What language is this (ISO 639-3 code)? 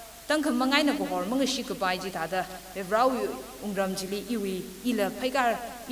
nmf